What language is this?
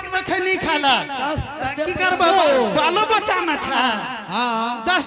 Angika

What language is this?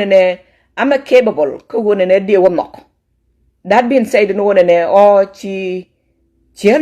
Nuer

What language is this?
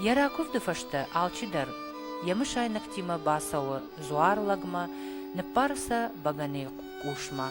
Ossetic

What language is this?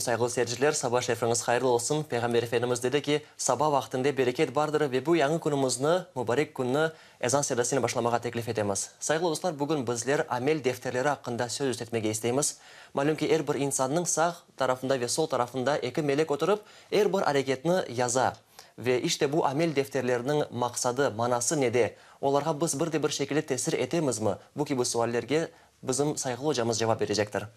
Crimean Tatar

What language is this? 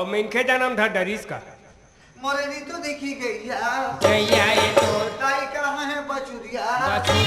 Chhattisgarhi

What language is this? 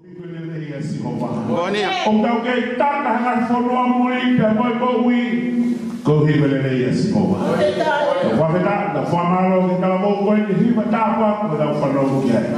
Tongan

